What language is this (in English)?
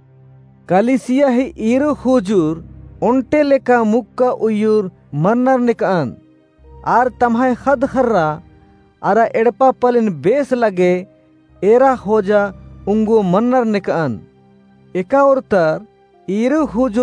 Kurukh